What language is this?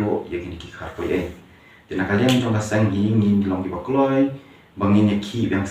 Khasi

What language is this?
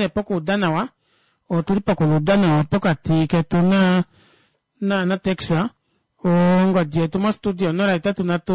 Kuanyama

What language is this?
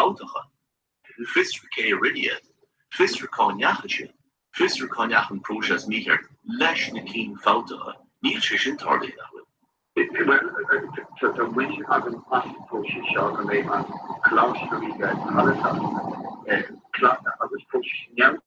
Irish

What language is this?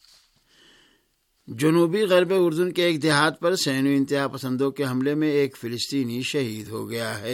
Urdu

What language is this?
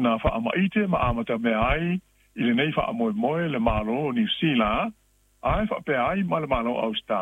Samoan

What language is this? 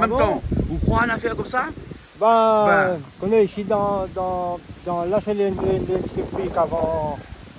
Réunion Creole French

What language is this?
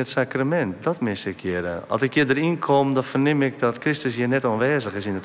Western Frisian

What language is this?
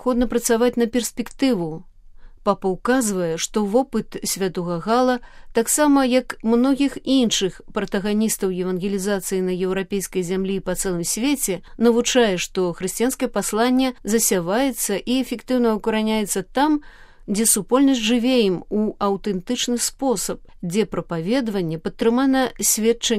Belarusian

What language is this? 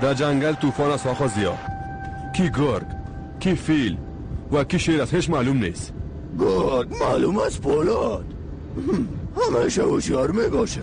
Persian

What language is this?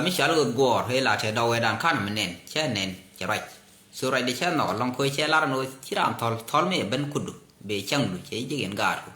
Nuer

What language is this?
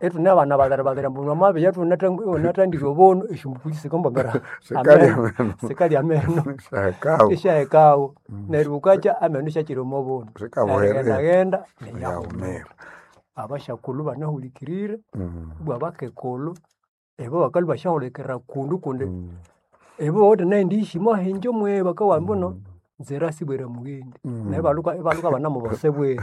Nande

